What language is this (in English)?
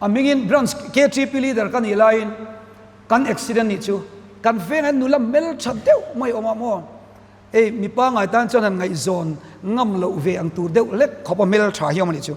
Mizo